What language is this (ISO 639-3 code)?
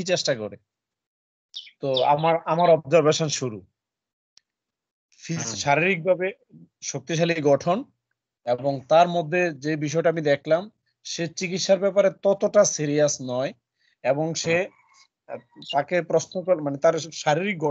ben